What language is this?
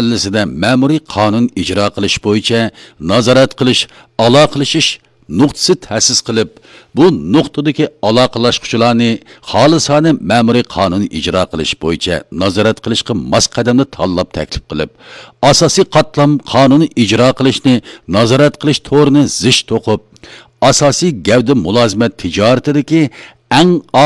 Uyghur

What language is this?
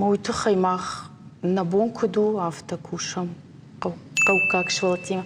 Ossetic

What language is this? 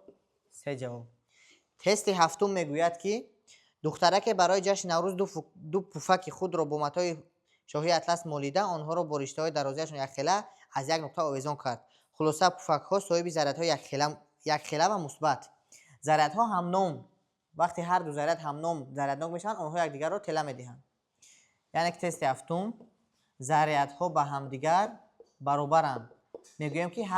Tajik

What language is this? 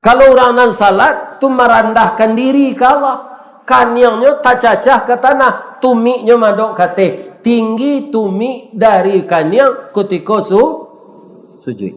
Minangkabau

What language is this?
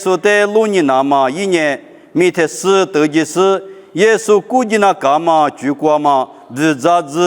Lisu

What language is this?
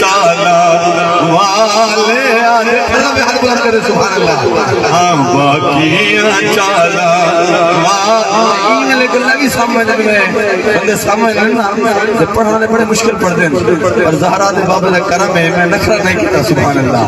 Saraiki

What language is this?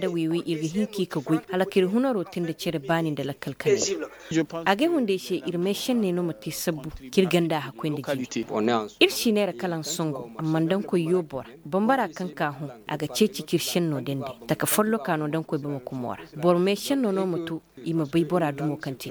Koyraboro Senni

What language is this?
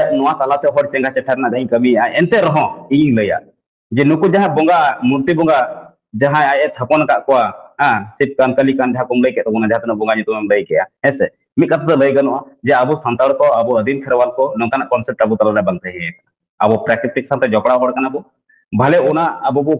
Santali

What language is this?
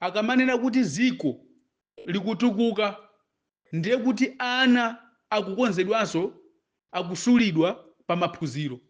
Nyanja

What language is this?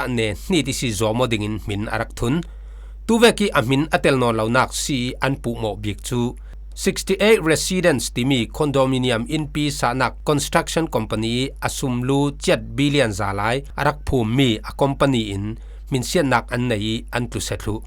Falam Chin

